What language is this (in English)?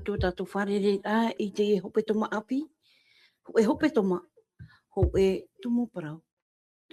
Tahitian